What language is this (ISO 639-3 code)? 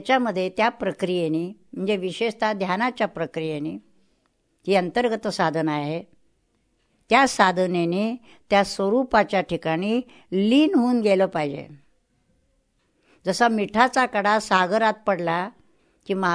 mar